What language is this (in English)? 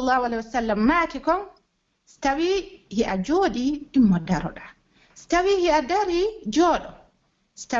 Pular